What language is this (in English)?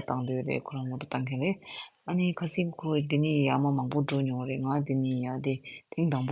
Tibetan